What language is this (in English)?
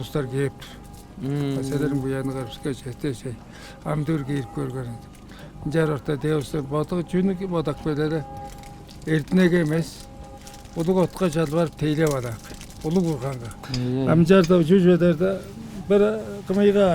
Tuvinian